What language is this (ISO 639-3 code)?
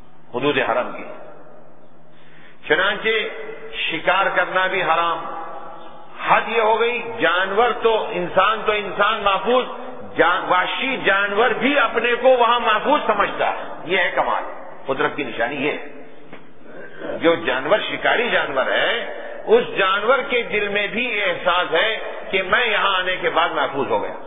urd